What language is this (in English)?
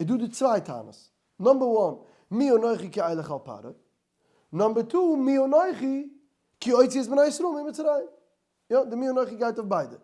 Yiddish